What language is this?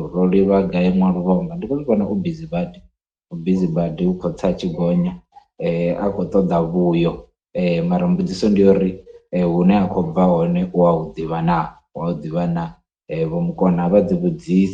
Venda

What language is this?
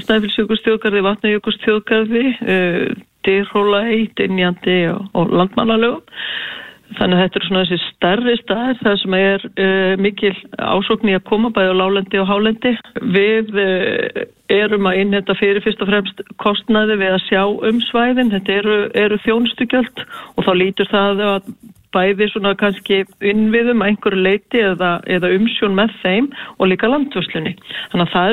Icelandic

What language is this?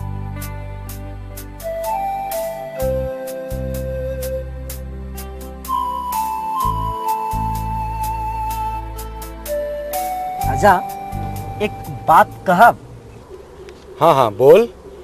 Bhojpuri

